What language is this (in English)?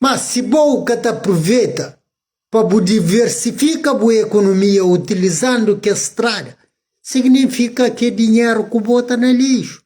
Kabuverdianu